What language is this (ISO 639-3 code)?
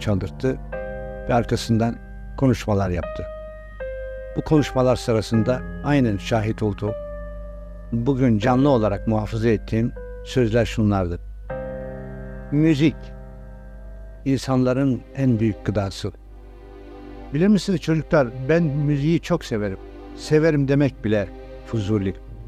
tur